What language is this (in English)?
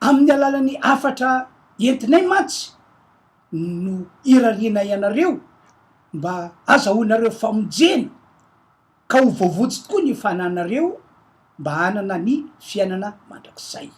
Malagasy